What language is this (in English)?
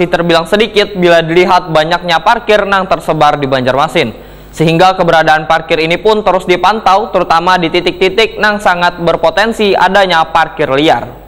Banjar